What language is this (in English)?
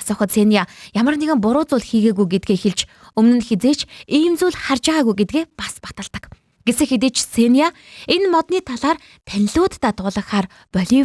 Mongolian